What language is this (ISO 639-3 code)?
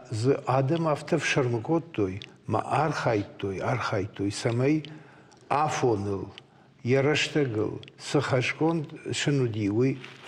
oss